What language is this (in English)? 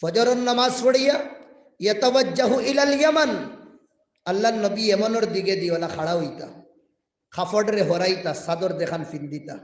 Sylheti